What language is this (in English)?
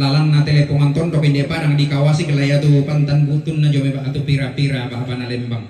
Toraja-Sa'dan